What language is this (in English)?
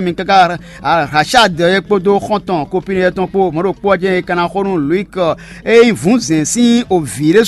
Fon